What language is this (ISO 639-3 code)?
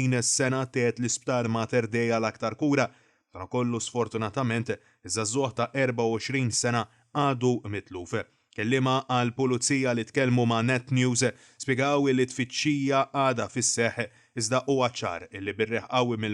mlt